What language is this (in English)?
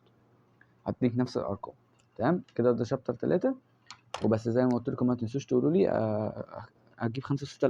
Egyptian Arabic